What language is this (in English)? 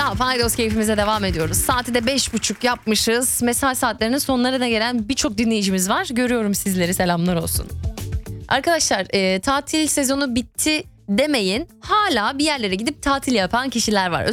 Turkish